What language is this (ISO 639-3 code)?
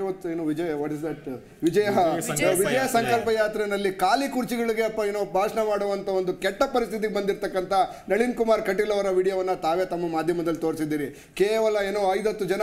kan